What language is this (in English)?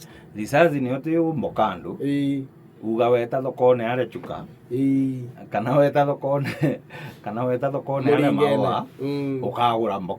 Meru